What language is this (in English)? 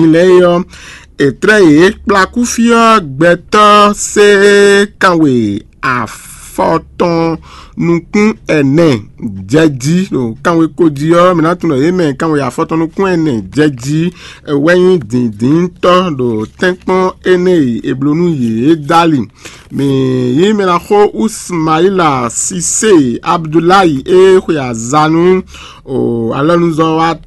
Fon